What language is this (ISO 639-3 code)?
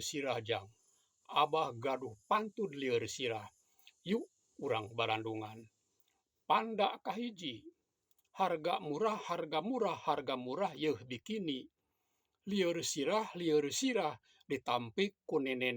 sun